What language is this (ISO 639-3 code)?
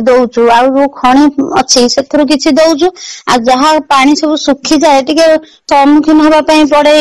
ori